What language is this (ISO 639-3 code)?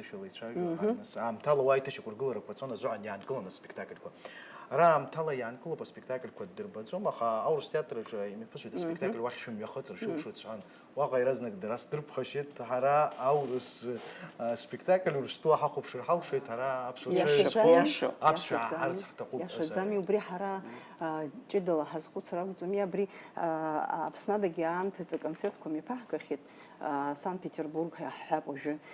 abk